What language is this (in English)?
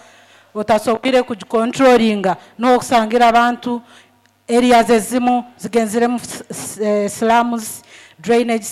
Nyoro